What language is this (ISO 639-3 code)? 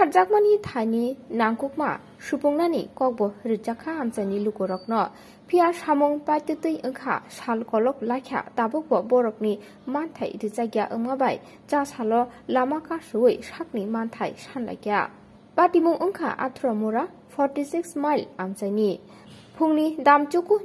trp